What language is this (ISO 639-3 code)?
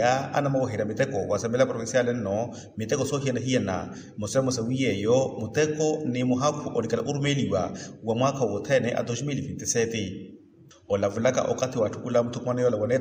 vmw